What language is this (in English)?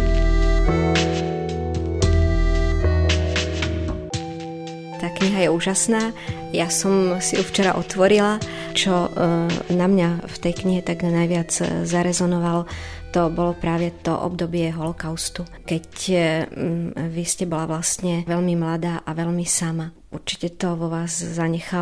Slovak